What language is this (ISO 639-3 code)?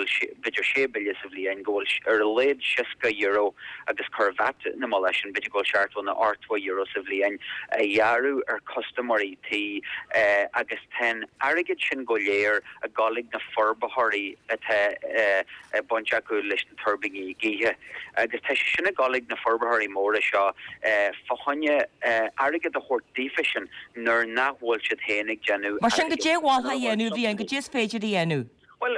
gle